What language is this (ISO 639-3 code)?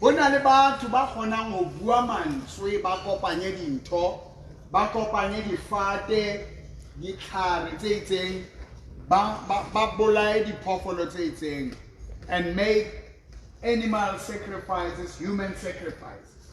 sot